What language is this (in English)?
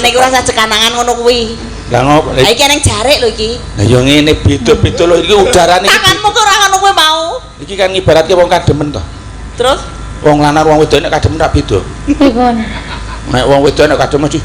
Javanese